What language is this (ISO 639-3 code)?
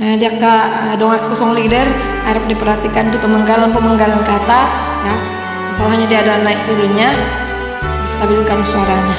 bbc